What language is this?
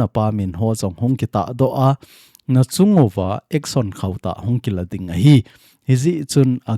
Thado Chin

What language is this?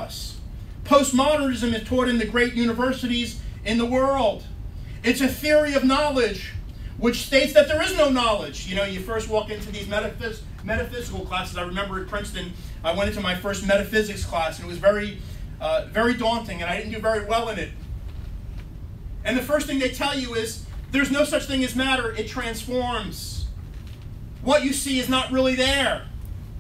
English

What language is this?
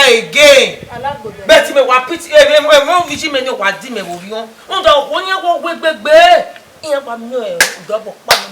Bini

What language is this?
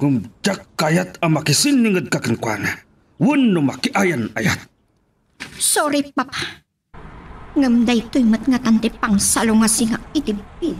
Iloko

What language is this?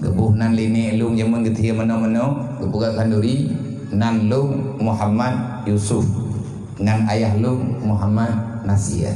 Achinese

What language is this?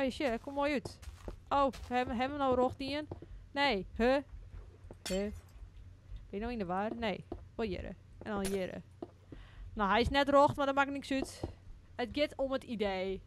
Western Frisian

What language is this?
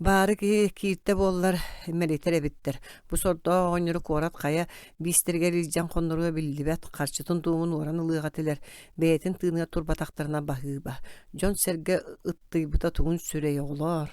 Yakut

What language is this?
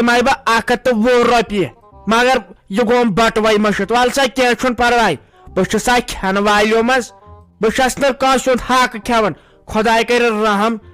Kashmiri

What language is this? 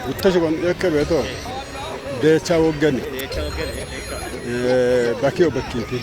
Kafa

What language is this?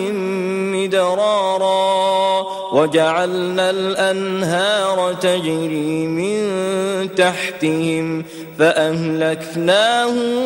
Arabic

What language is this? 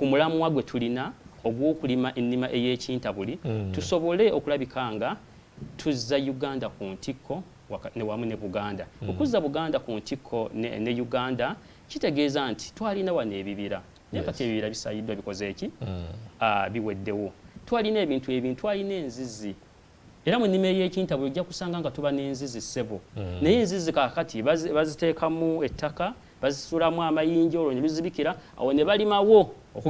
Ganda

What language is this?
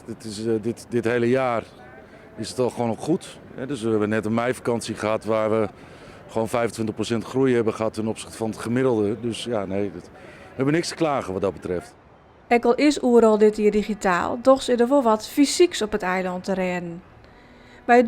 Western Frisian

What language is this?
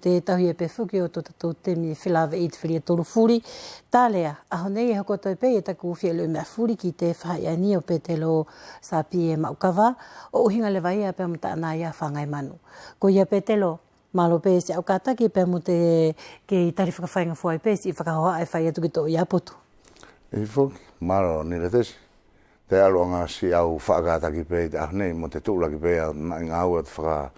Wallisian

